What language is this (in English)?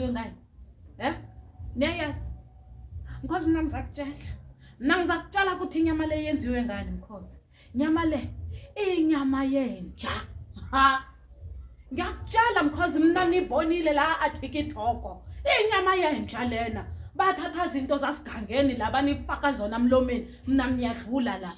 Zulu